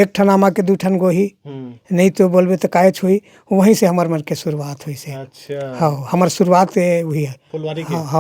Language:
Chhattisgarhi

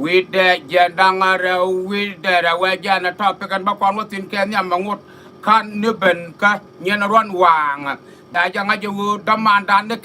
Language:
Nuer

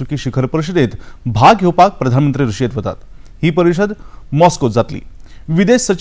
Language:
Konkani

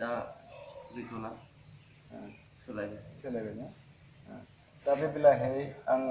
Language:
Bodo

